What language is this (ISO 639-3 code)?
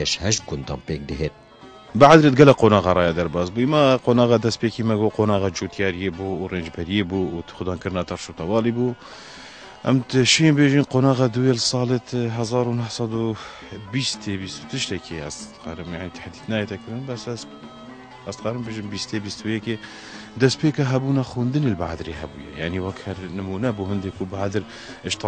kur